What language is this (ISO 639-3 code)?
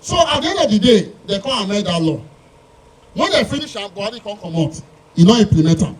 pcm